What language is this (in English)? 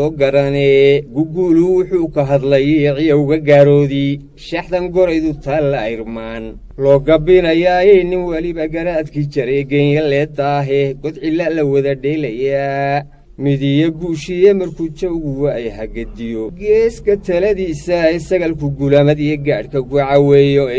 Somali